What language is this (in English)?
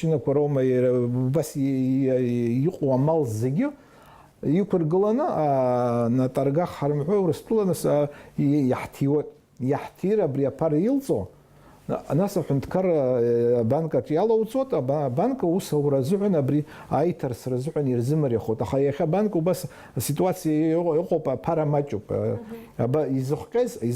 Abkhazian